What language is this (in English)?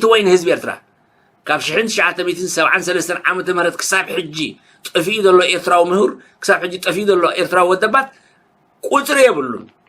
Tigrinya